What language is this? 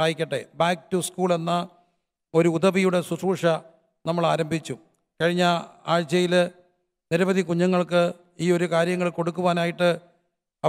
Malayalam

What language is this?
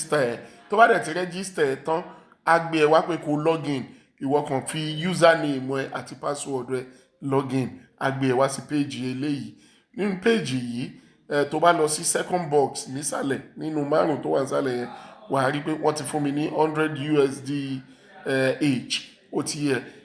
Yoruba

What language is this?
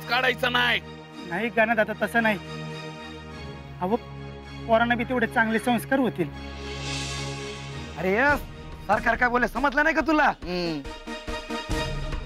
Marathi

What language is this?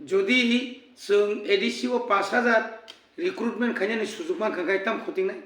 Kok Borok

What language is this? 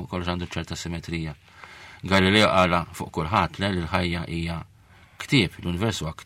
Maltese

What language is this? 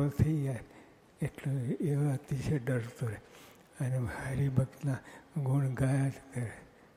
Gujarati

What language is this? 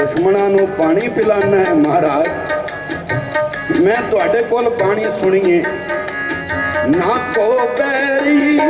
Punjabi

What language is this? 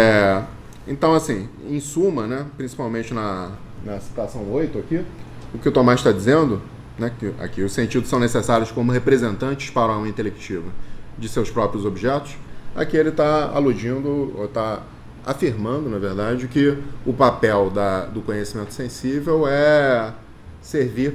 Portuguese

